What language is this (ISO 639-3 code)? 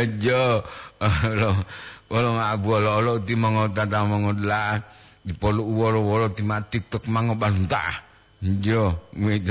gor